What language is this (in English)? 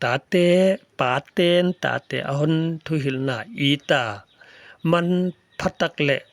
Paite Chin